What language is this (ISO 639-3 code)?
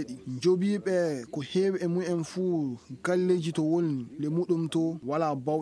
ful